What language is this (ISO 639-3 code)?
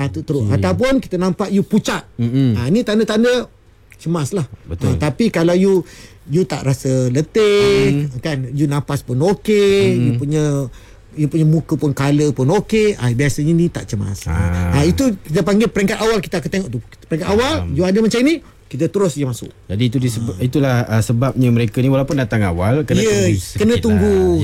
msa